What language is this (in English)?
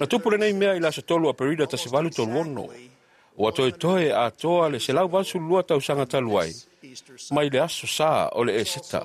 Samoan